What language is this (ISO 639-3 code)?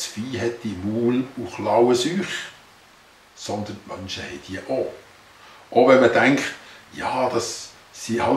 gsw